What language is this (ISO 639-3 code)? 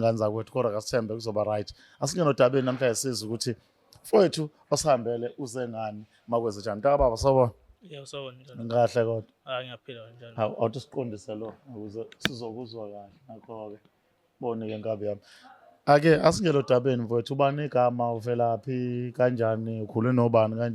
zul